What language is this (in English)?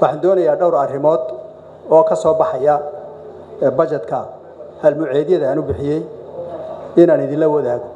Somali